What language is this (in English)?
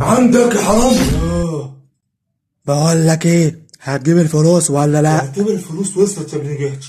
Egyptian Arabic